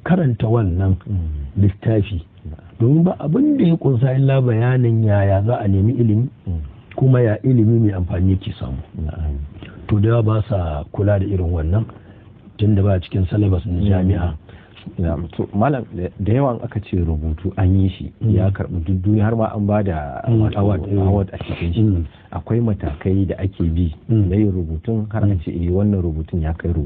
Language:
Hausa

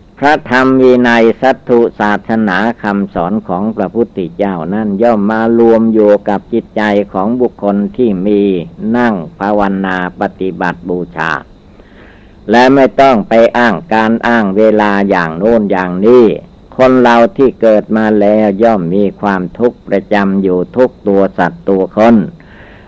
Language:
Thai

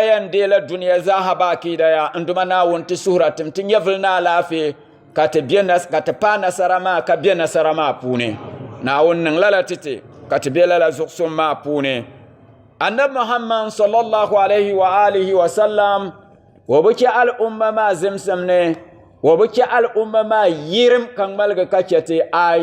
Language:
Dagbani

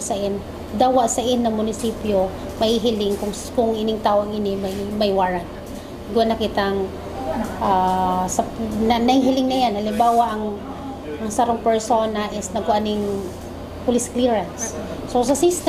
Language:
Bikol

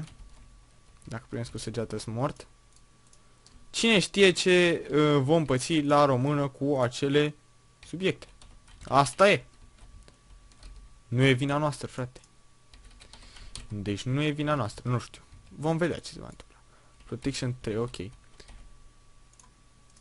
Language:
Romanian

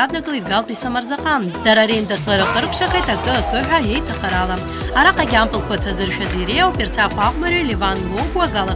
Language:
Abkhazian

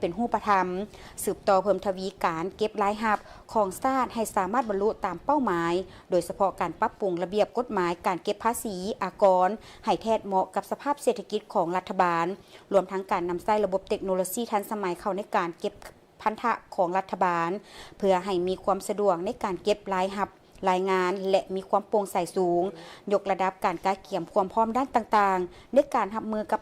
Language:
Lao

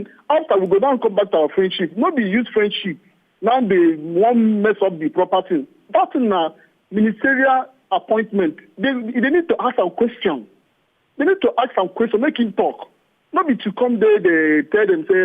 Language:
Nigerian Pidgin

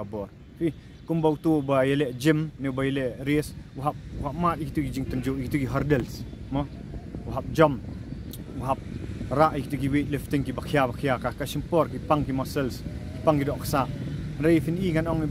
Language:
Khasi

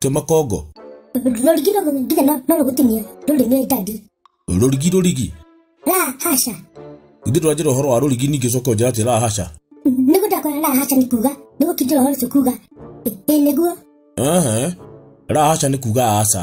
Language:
Kikuyu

